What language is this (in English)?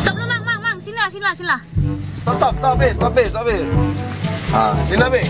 Musi